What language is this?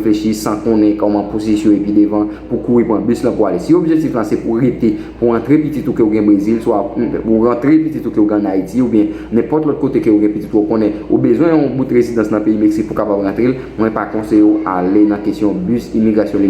Haitian Creole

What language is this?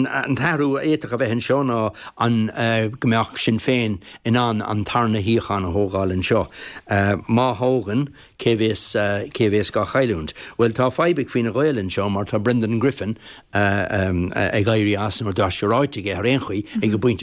Irish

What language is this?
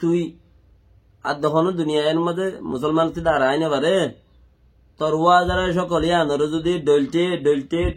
Rohingya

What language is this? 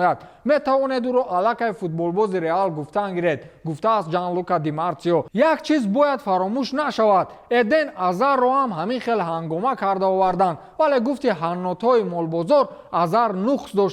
Tajik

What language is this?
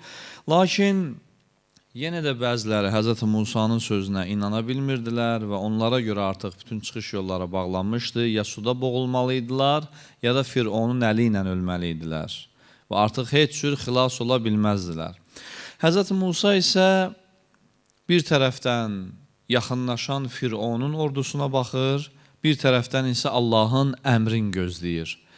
Azerbaijani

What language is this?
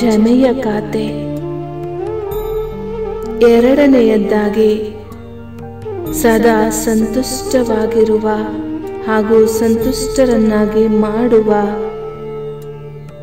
Kannada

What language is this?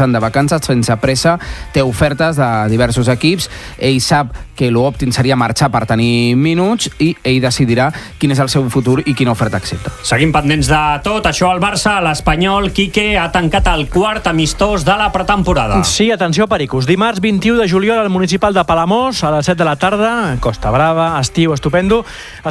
Catalan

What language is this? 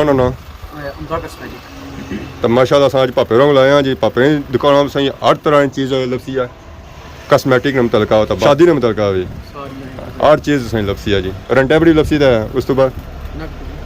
Pahari-Potwari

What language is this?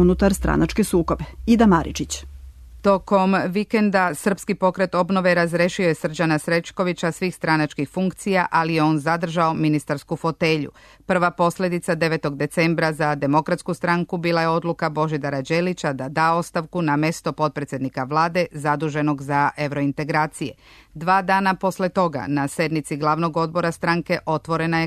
Serbian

